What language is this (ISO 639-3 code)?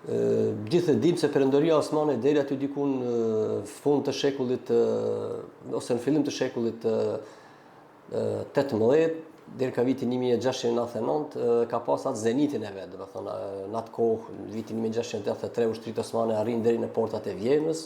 sqi